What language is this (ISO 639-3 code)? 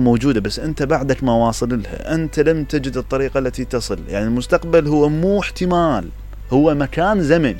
acm